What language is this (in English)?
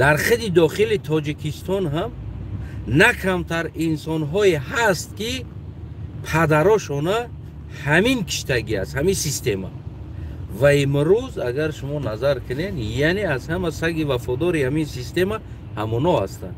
Tajik